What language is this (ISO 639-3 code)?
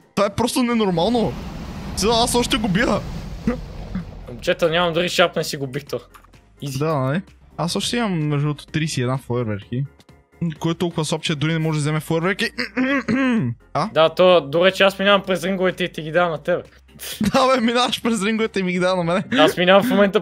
bul